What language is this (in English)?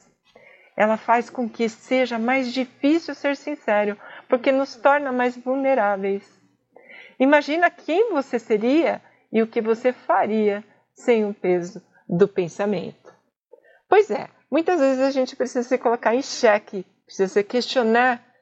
Portuguese